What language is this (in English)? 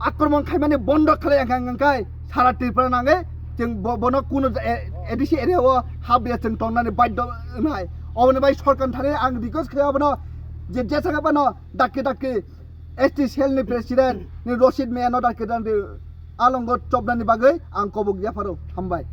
Kok Borok